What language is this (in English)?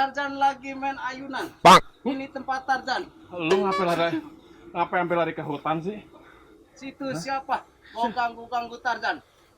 Betawi